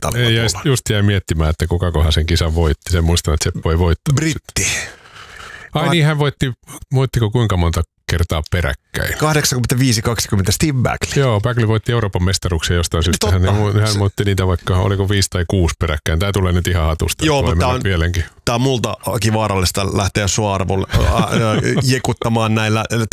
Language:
Finnish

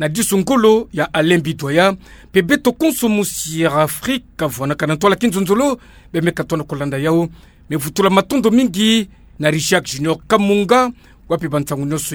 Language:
Kituba (Democratic Republic of Congo)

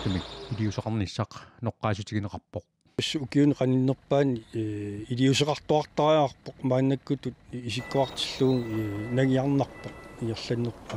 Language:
Kalaallisut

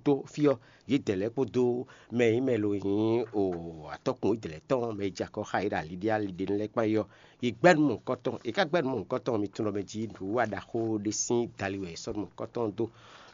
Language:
Fon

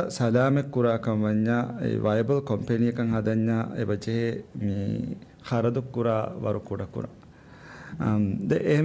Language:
Divehi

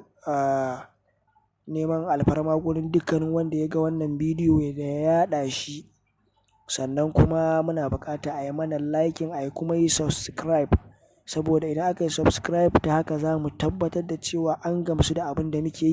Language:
Hausa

